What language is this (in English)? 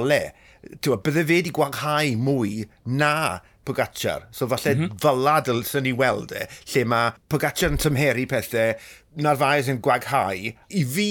Welsh